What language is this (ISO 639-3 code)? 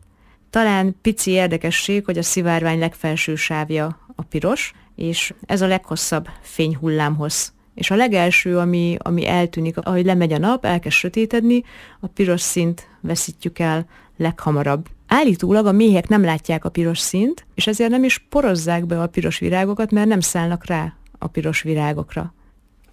hun